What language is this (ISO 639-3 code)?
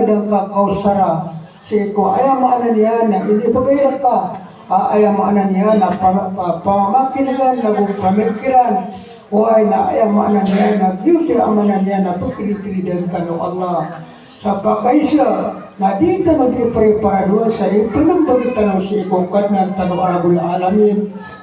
mrw